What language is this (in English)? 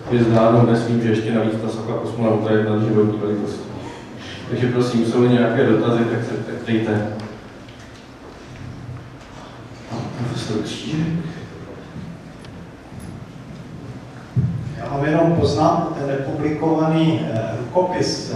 Czech